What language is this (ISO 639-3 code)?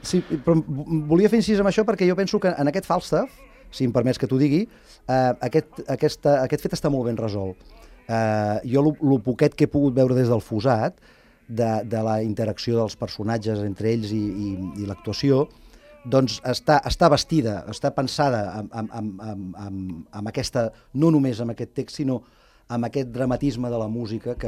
cat